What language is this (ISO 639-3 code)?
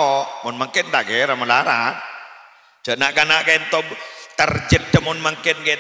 mad